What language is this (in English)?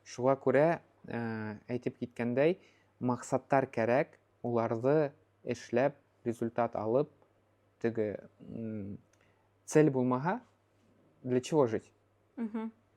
Bashkir